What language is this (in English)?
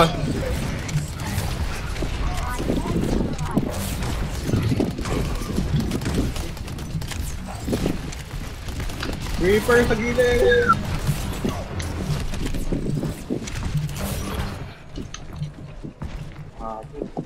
Filipino